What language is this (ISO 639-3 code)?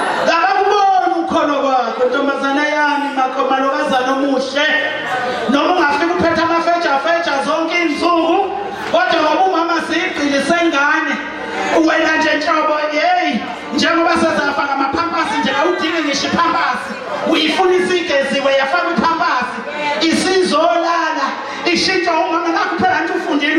zul